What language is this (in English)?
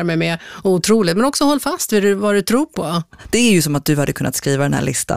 Swedish